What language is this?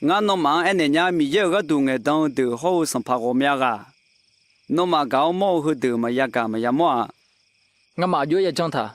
Akha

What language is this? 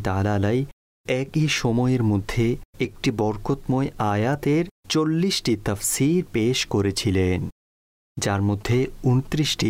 Bangla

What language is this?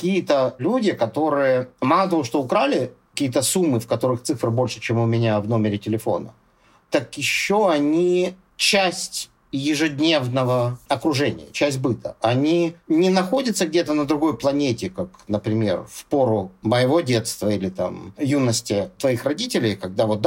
Russian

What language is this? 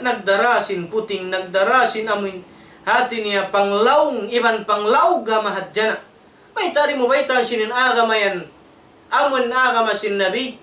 Tausug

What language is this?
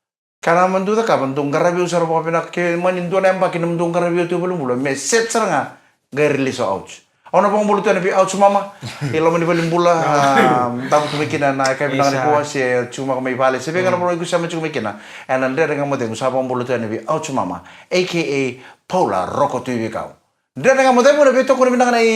Fijian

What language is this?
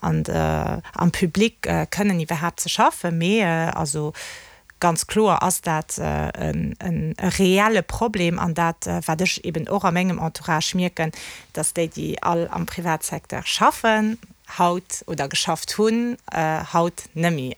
Luxembourgish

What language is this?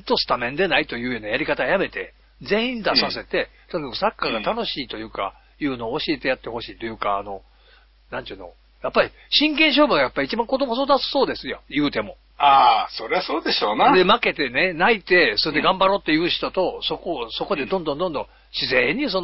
Japanese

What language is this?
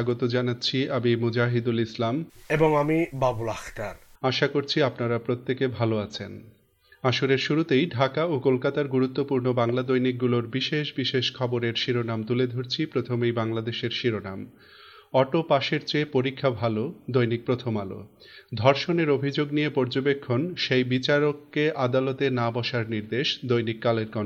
Bangla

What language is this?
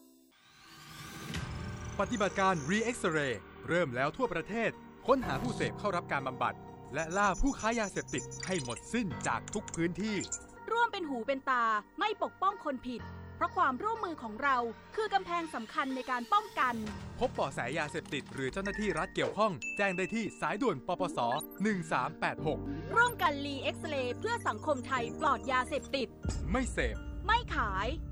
Thai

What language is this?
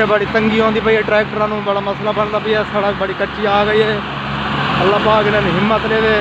Saraiki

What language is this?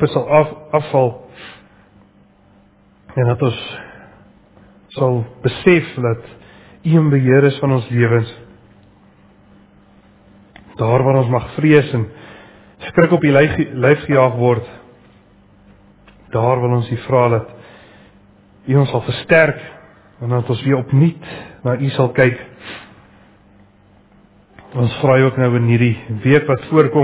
Afrikaans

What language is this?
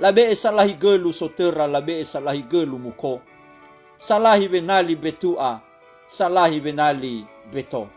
Nias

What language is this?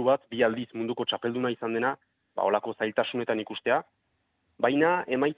Basque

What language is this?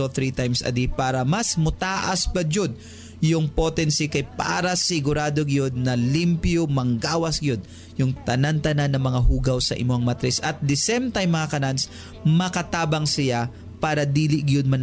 Cebuano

